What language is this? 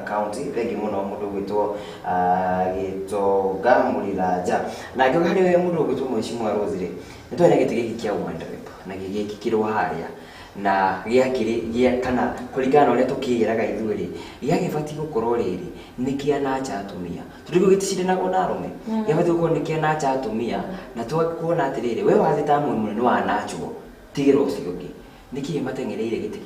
Kikuyu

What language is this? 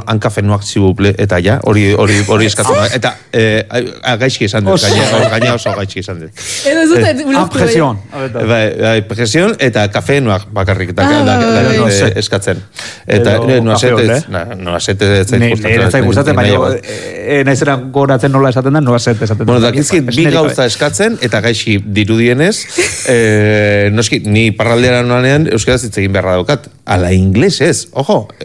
Basque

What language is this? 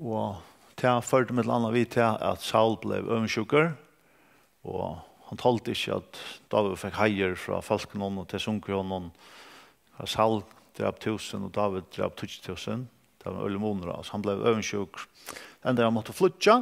Faroese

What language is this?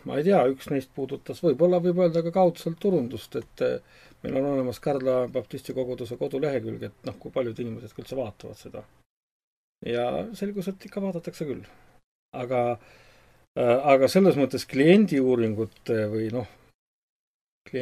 Estonian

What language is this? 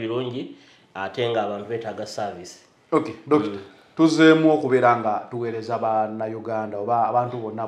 Ganda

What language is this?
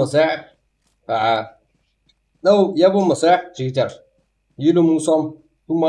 Kara-Kalpak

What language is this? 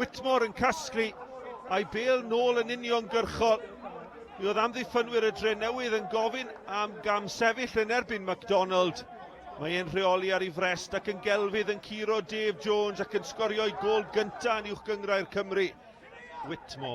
Welsh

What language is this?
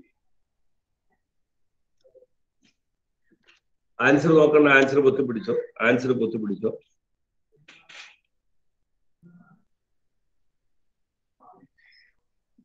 Malayalam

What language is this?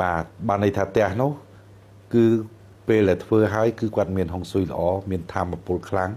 Khmer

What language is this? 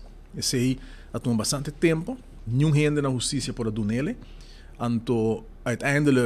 Papiamento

